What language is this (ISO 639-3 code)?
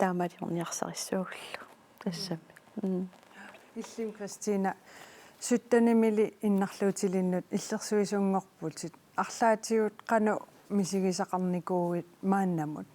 kal